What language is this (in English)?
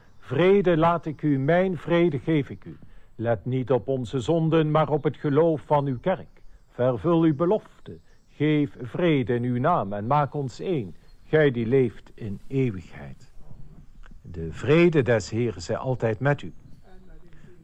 Dutch